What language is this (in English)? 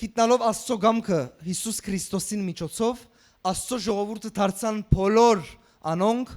Western Armenian